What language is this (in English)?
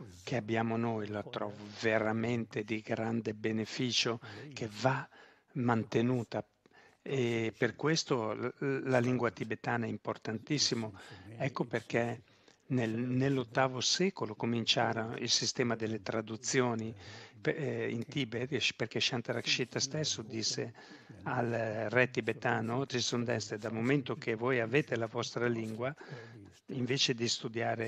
Italian